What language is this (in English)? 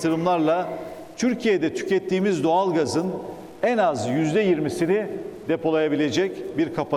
Turkish